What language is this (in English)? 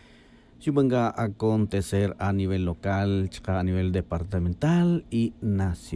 Tz'utujil